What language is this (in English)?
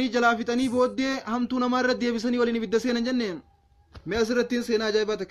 Oromo